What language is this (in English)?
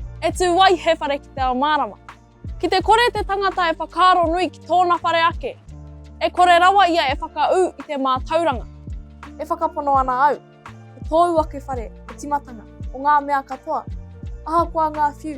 Māori